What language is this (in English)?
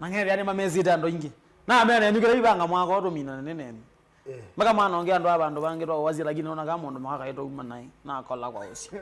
Kamba